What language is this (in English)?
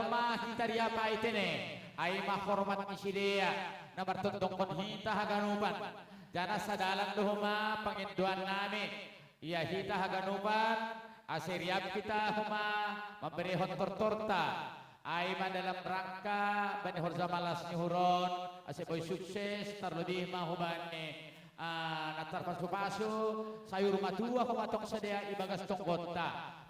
Batak Simalungun